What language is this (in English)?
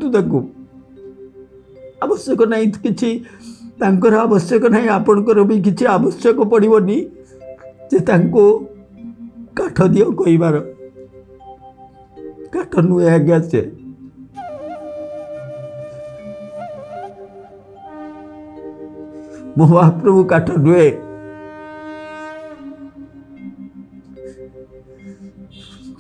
Odia